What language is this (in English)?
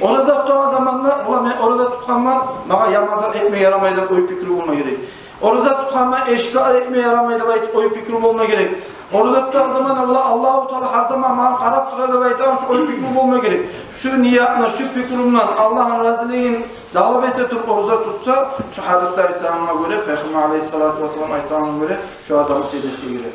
Kumyk